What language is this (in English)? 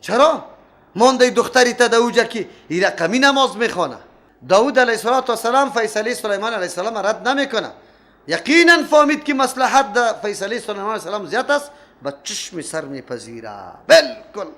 Persian